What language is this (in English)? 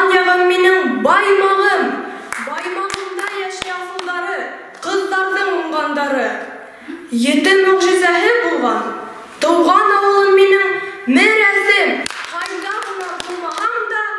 Bashkir